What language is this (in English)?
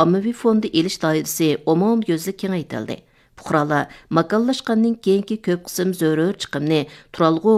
Uyghur